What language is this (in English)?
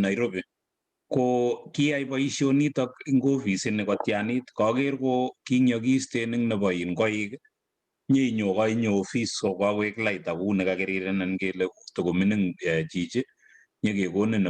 Kalenjin